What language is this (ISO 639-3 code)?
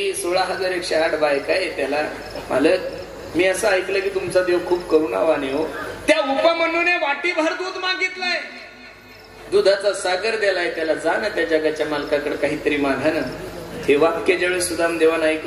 mar